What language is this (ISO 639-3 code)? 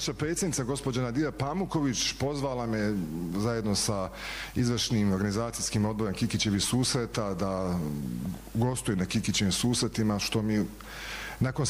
bos